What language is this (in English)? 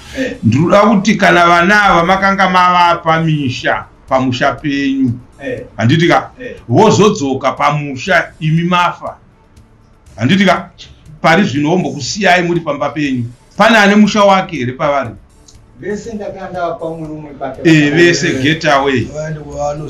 Shona